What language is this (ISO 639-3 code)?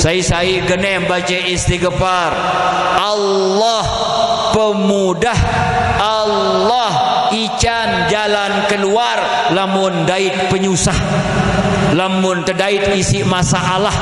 sas